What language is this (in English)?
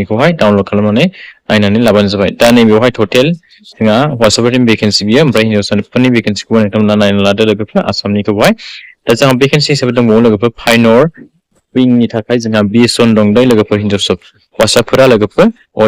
Bodo